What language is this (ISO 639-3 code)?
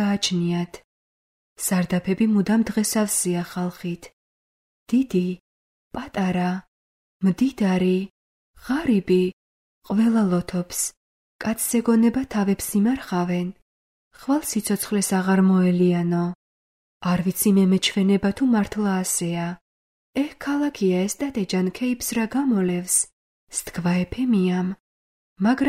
kat